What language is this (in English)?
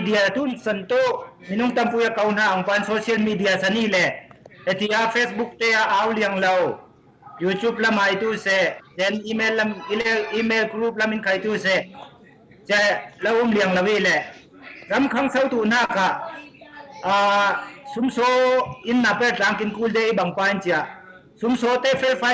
Falam Chin